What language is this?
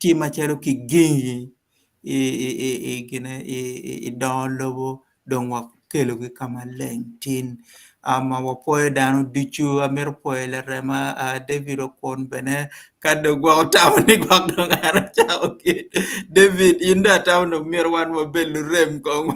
Acoli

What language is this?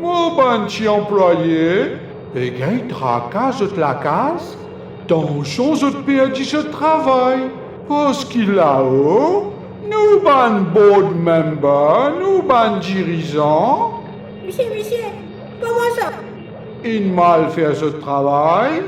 Morisyen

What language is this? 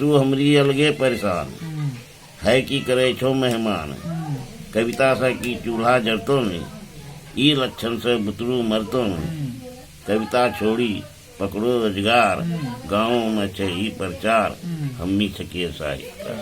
Angika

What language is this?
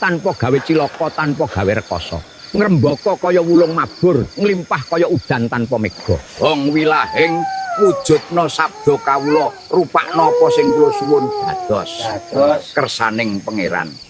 Javanese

